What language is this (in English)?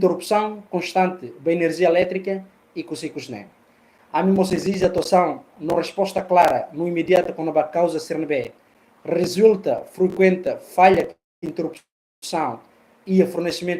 Tetum